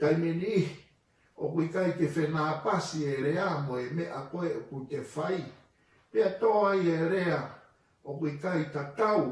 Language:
Tongan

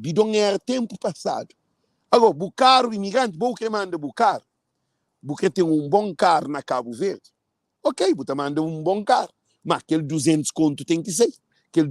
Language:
Kabuverdianu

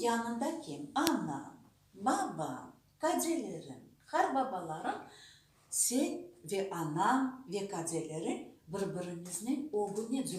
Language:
Crimean Tatar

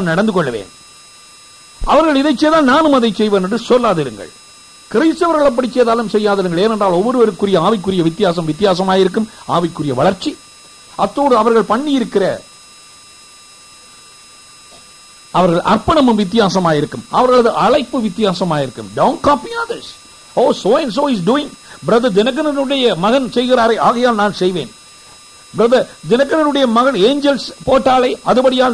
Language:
Tamil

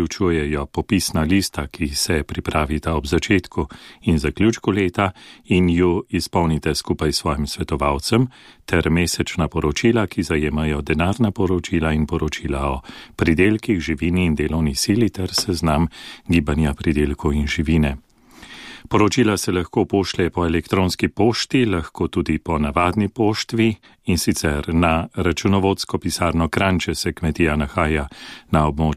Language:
Slovenian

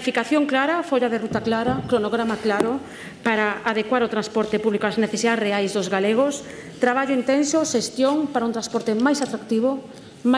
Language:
Galician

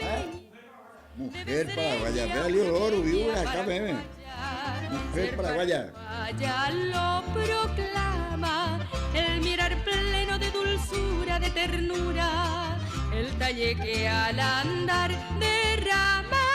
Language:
Guarani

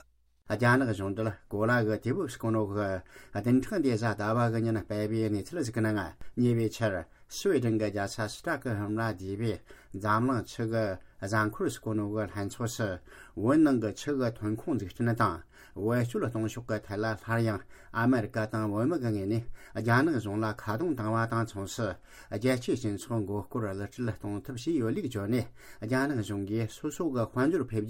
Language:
Tibetan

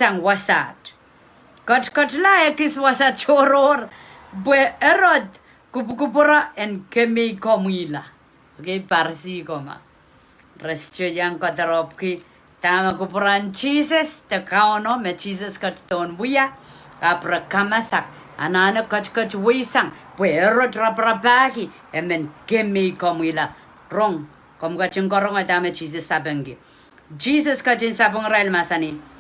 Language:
Pohnpeian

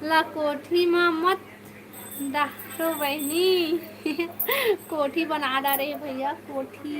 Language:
Chhattisgarhi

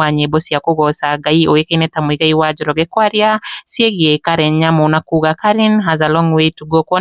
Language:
Kikuyu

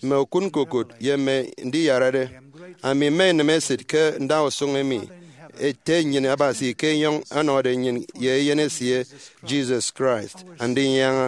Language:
Efik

